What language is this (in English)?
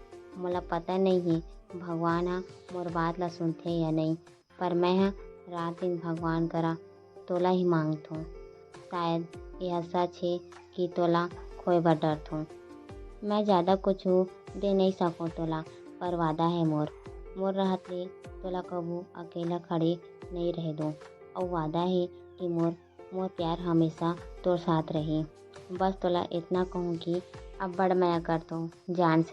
Chhattisgarhi